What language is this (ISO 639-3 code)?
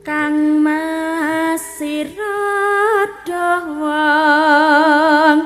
jav